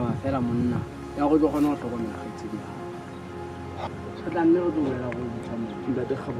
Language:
Southern Sotho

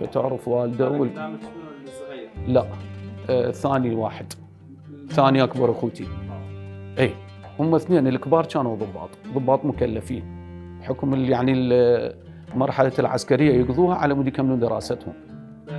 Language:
Mesopotamian Arabic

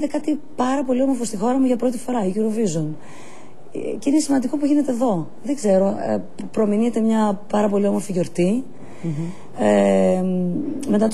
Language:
Greek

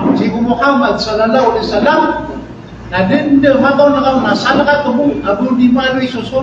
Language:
Maranao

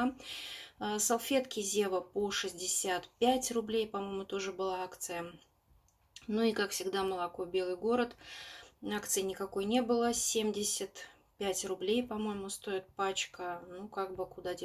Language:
Russian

